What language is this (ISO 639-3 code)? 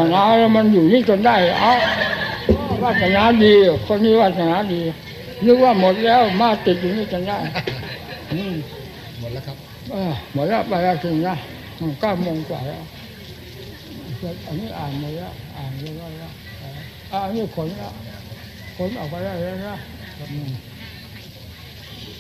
tha